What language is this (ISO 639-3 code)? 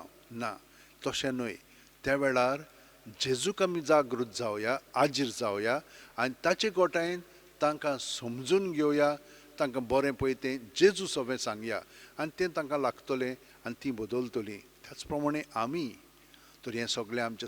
kok